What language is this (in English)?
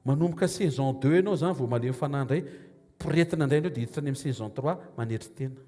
Malagasy